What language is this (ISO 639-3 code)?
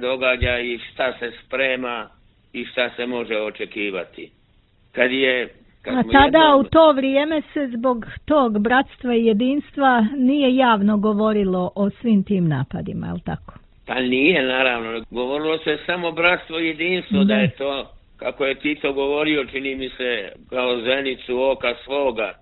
bos